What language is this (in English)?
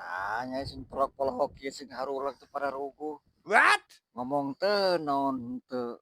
Sundanese